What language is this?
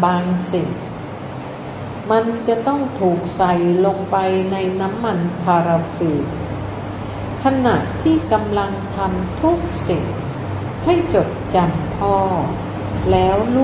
Thai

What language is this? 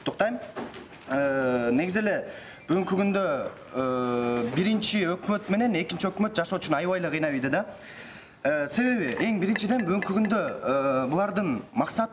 Kyrgyz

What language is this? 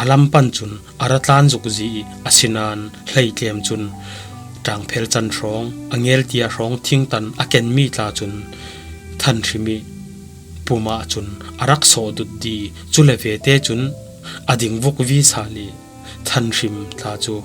Falam Chin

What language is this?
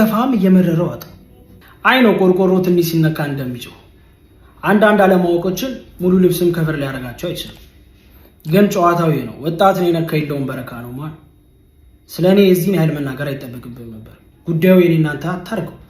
Amharic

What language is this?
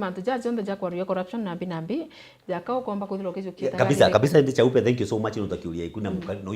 Meru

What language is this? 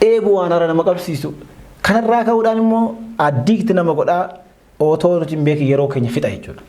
Oromo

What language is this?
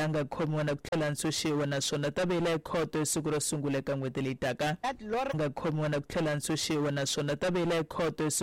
Tsonga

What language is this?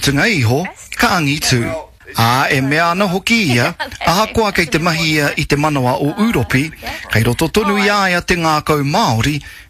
Māori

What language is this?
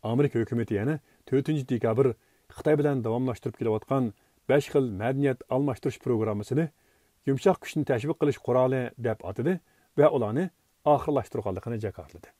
Uyghur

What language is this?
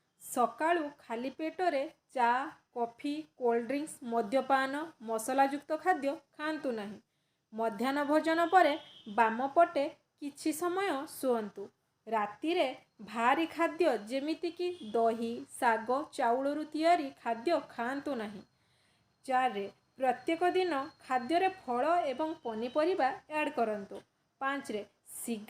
Odia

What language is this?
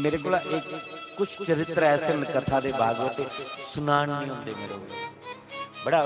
Dogri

